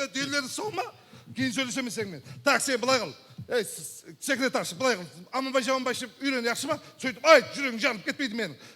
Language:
Kara-Kalpak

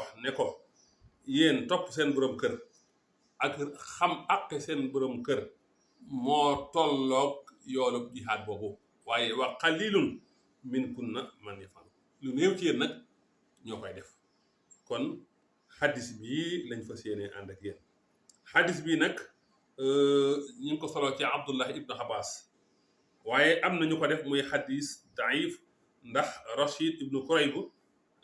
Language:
Wolof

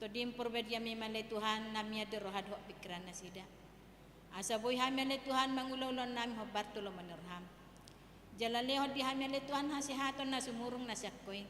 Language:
Batak Toba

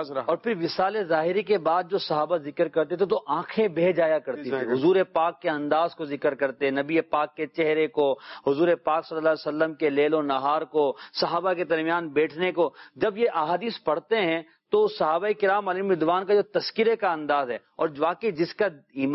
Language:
Urdu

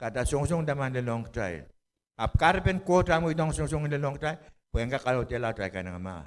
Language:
Pohnpeian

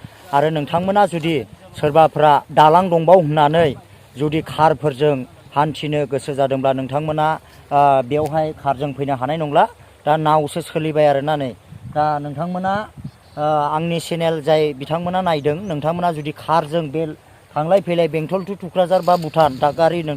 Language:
Bodo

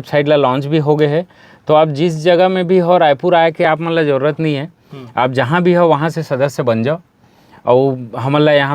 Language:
Chhattisgarhi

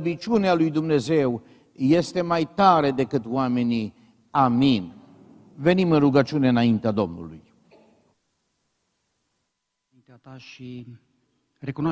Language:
Romanian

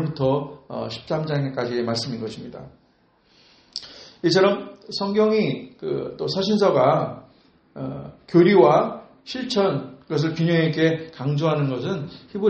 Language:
Korean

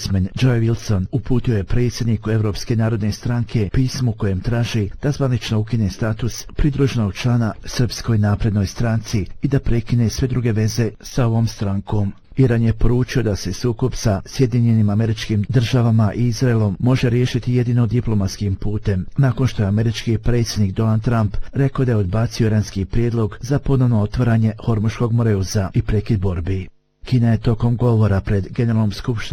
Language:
Bosnian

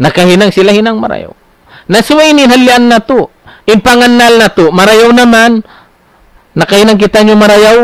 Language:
Tausug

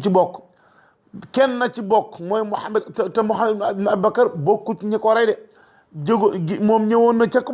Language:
Wolof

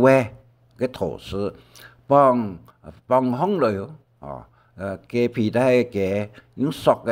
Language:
Hakka Chinese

